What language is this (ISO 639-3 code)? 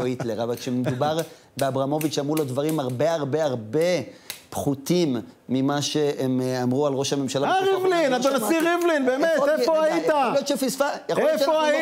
heb